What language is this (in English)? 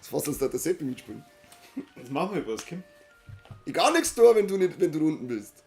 Bavarian